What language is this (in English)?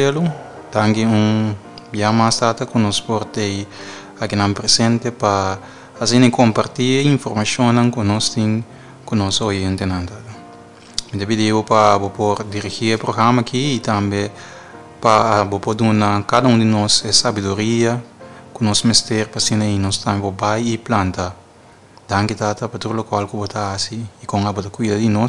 Papiamento